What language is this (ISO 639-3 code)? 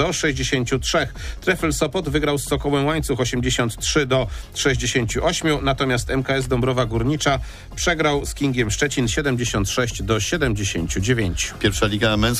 pol